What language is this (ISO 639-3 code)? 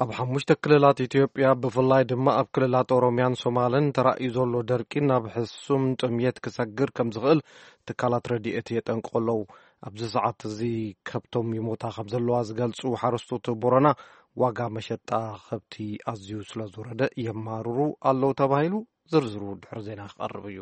tir